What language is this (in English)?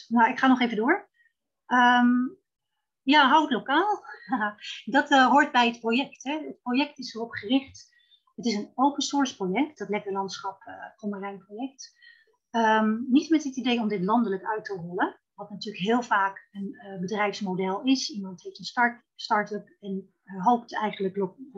Dutch